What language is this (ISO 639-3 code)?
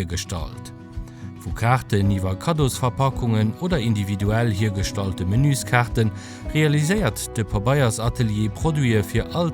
ltz